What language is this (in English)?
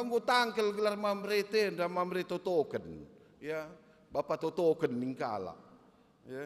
Batak Karo